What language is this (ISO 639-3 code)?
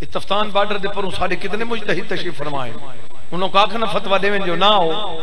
skr